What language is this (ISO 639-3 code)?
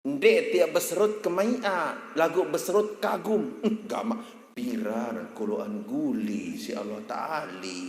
sas